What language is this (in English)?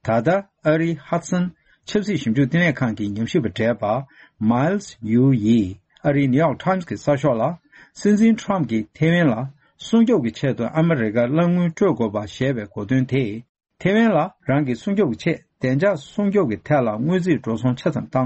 Tibetan